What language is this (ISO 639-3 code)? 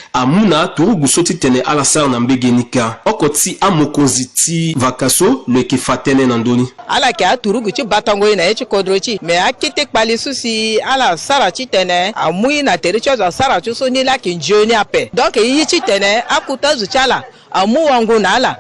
sag